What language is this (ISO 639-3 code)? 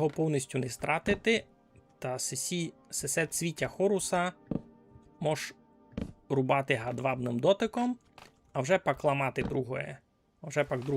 rue